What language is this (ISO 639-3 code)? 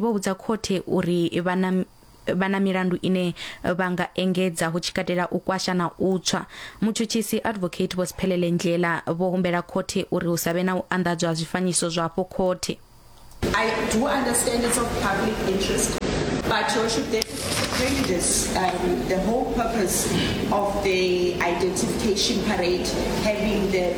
ven